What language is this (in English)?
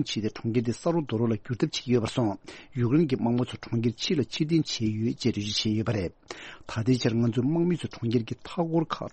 Tibetan